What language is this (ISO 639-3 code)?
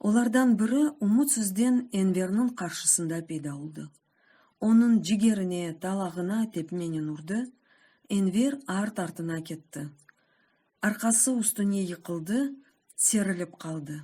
crh